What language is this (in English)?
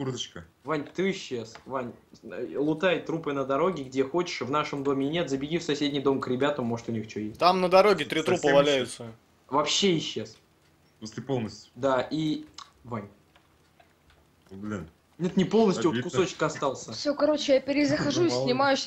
Russian